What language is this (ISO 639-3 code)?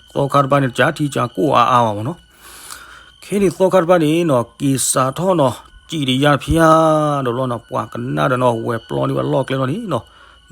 ksw